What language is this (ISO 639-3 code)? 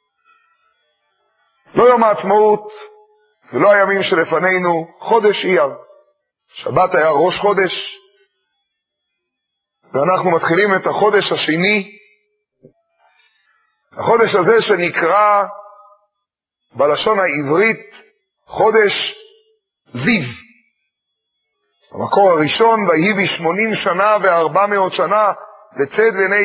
heb